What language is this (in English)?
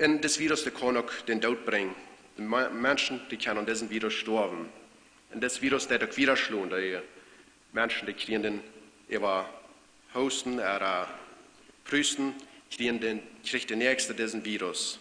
Plautdietsch